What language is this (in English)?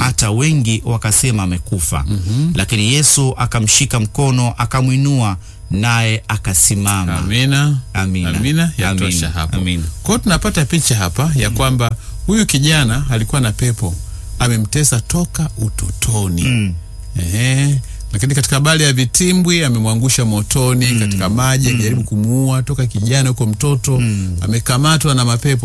Swahili